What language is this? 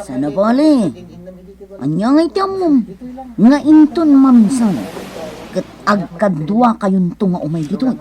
Iloko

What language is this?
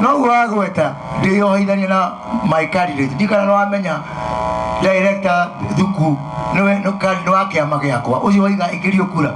Kikuyu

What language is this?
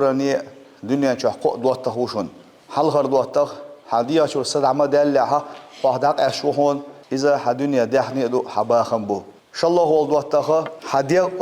Chechen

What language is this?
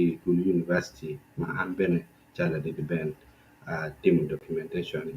Acoli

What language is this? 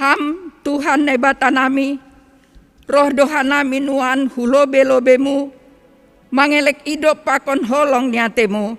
Batak Simalungun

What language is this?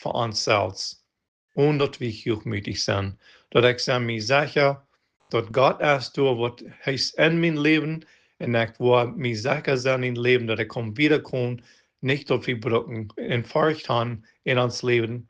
Plautdietsch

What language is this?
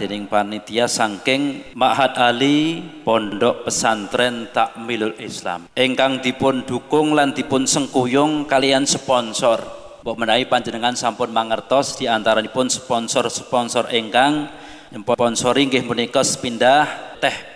Javanese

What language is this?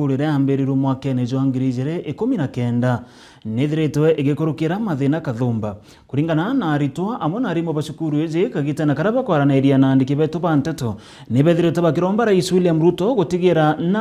Meru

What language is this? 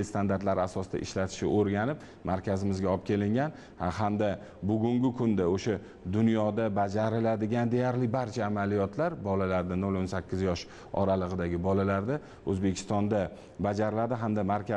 Uzbek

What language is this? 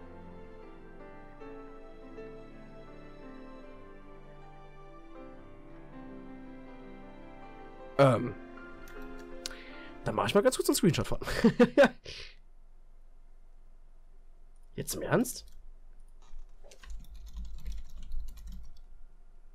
German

